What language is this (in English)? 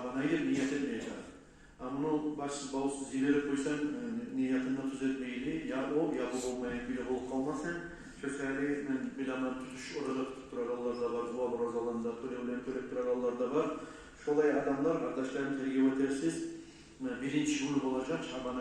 Kumyk